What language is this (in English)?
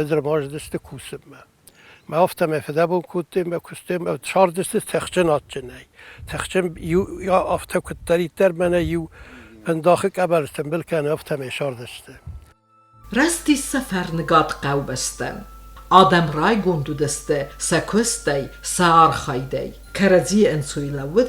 Ossetic